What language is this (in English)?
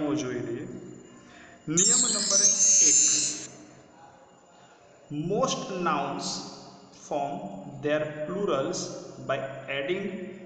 Gujarati